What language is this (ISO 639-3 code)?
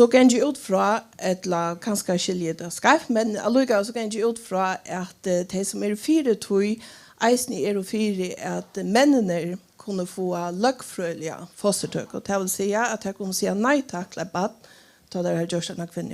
fao